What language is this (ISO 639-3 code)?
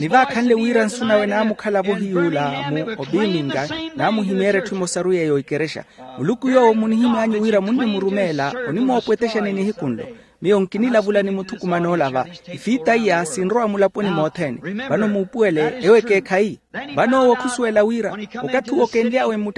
vmw